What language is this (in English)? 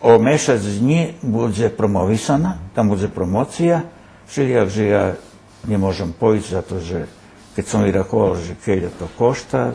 Rusyn